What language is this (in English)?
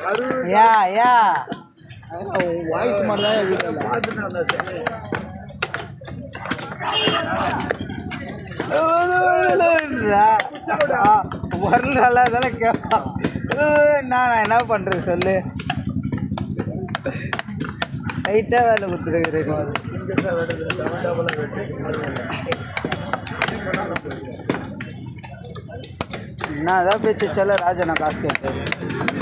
Tamil